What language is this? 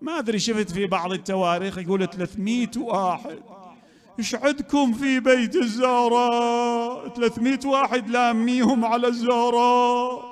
Mesopotamian Arabic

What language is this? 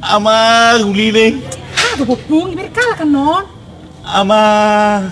Batak Toba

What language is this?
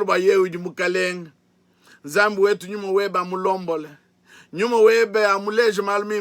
Luba-Lulua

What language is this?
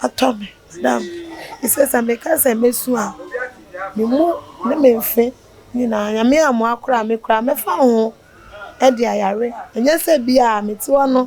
Akan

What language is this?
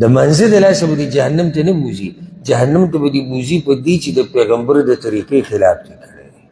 Pashto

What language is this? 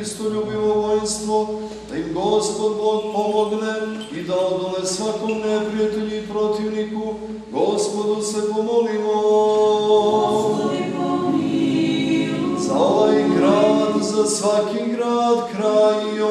Serbian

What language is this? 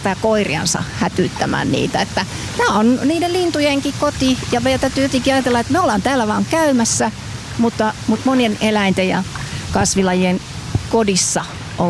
Finnish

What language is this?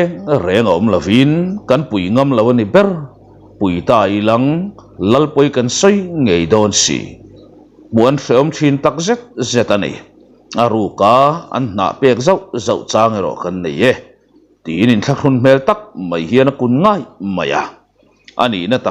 Mizo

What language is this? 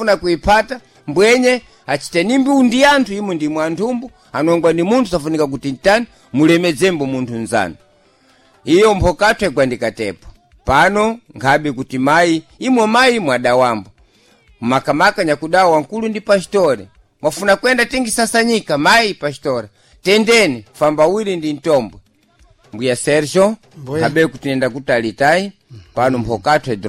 Sena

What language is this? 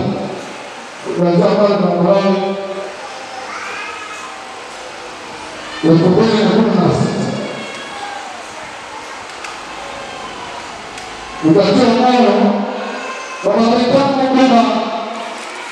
Swahili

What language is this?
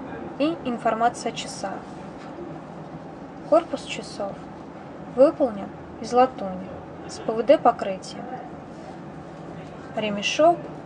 Russian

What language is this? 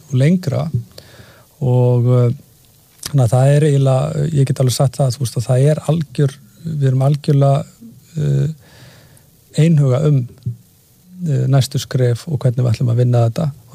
Icelandic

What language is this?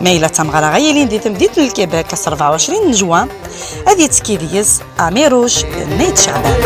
Kabyle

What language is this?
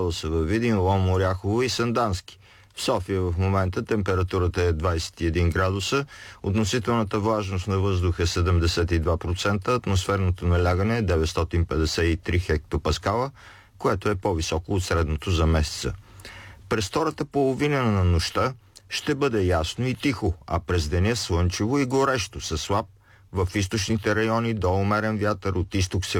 Bulgarian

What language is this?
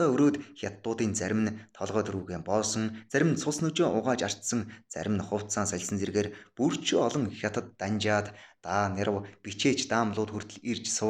Mongolian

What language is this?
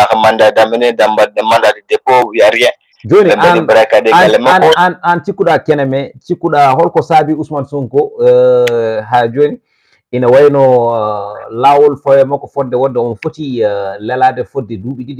Fula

